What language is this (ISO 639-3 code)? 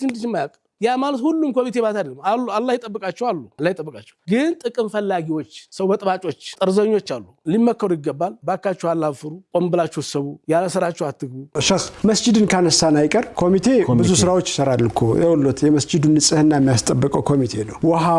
amh